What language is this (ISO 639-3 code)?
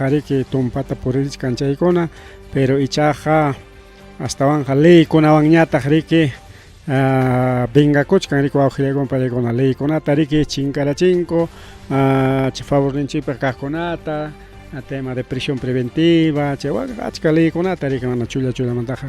quy